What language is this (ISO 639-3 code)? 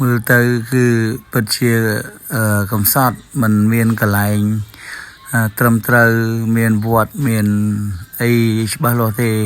khm